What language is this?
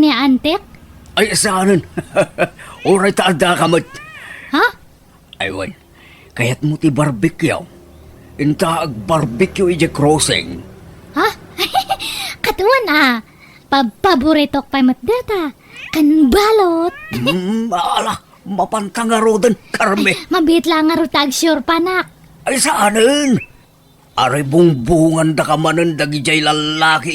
Iloko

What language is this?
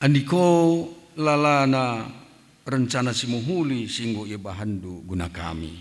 Batak Karo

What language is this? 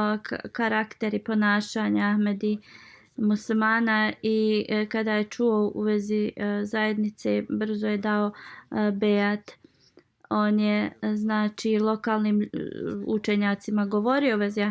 Bosnian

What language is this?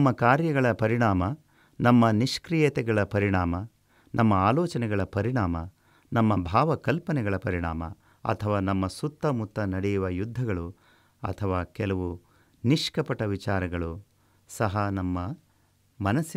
Kannada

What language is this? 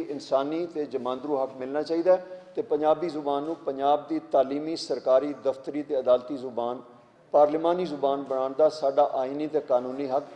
Western Panjabi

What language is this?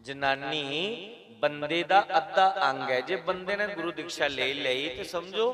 Dogri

